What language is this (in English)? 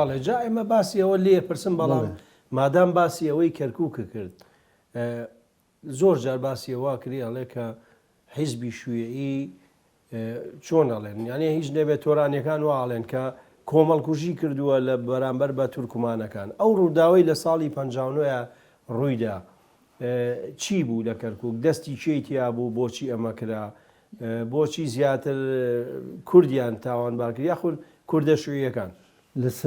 Central Kurdish